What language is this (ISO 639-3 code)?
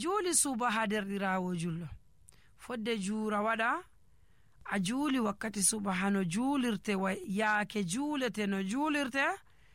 fuv